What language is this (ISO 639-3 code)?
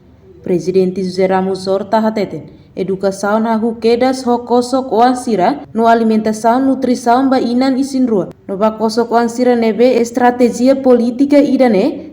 tet